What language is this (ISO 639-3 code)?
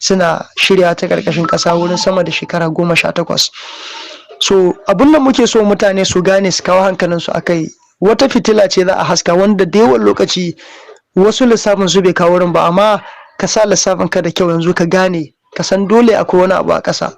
hau